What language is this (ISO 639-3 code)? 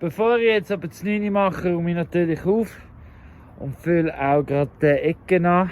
gsw